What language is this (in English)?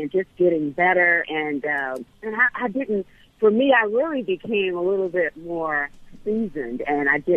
English